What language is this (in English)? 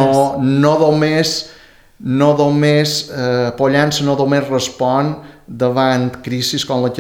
Catalan